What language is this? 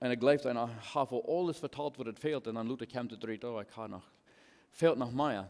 Plautdietsch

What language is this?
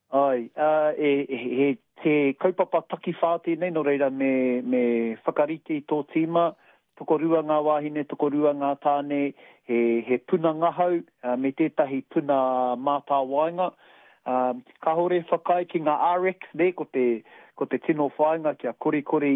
Māori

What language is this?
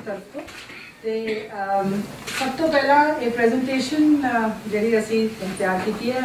Punjabi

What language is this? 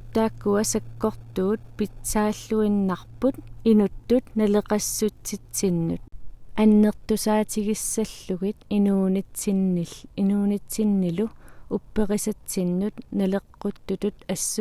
Kalaallisut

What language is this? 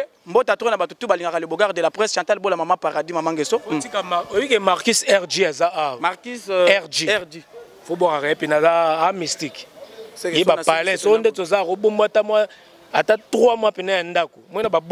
Lingala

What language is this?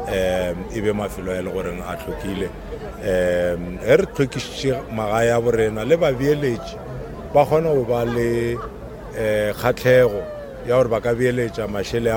Northern Sotho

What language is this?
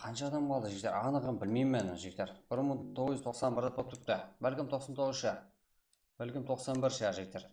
Kara-Kalpak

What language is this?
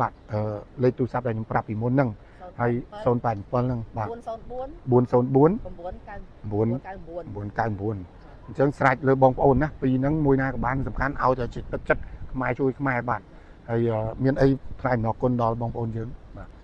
Khmer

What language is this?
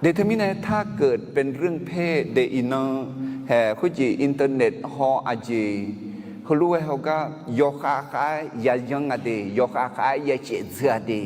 Akha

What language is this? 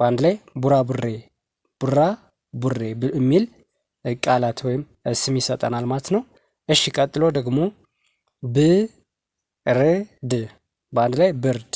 Amharic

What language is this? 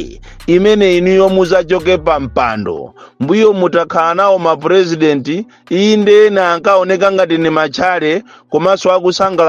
Nyanja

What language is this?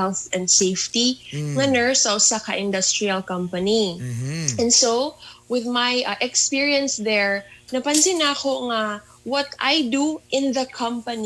Cebuano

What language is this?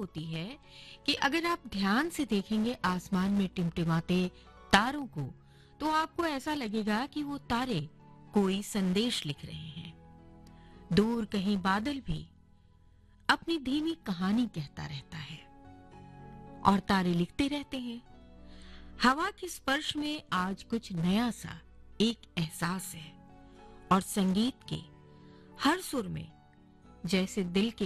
Hindi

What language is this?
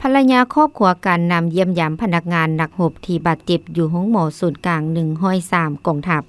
Lao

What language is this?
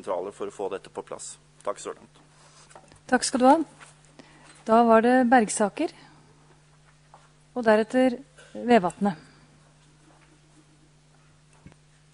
Norwegian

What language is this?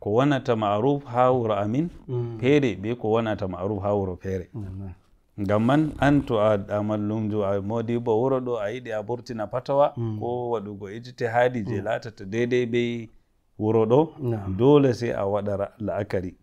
Nigerian Fulfulde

